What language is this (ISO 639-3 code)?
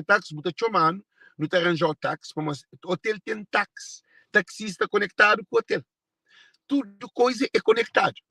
kea